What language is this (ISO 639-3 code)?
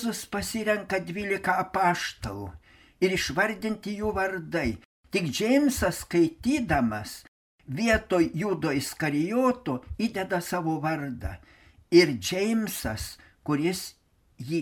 lit